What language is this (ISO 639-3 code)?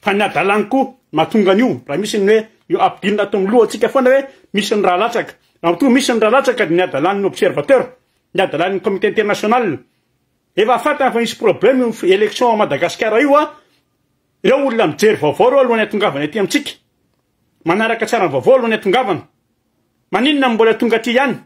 mlg